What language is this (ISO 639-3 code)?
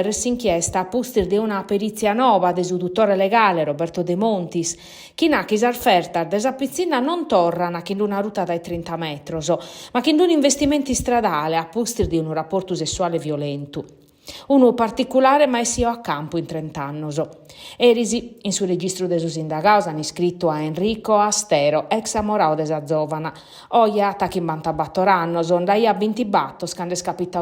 srd